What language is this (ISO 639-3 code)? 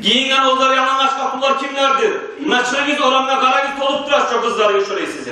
kum